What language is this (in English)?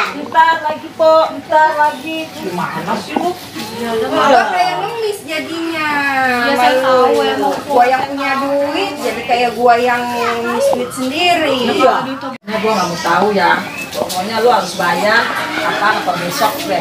Betawi